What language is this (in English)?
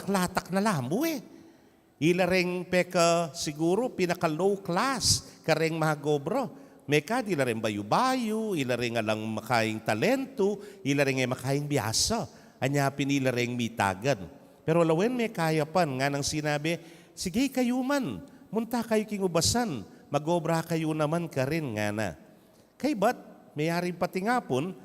Pampanga